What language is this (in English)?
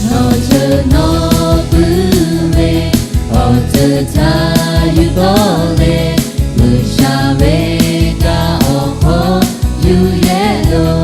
Lahu